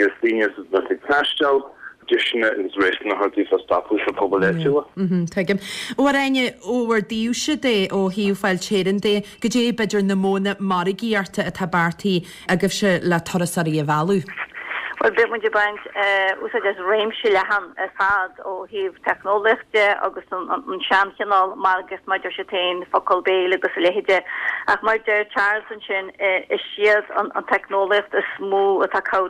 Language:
Irish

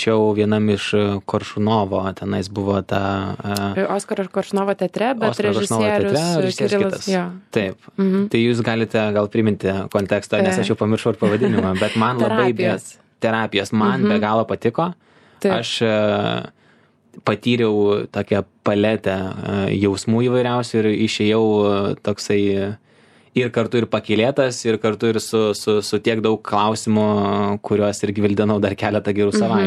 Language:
Lithuanian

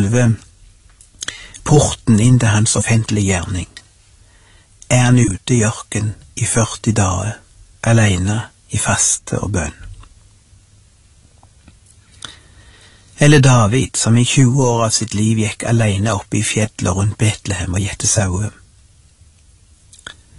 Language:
Norwegian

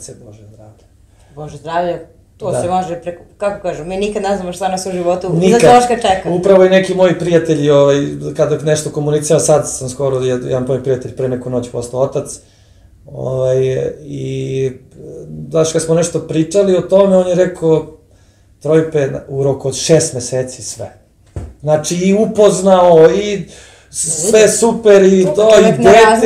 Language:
Serbian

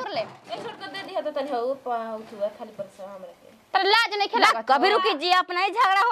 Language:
Bhojpuri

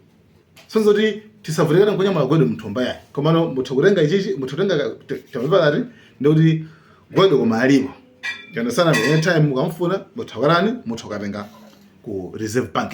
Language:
Nyanja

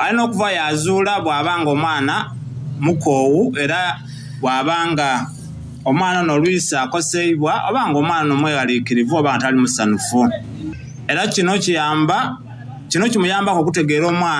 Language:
Soga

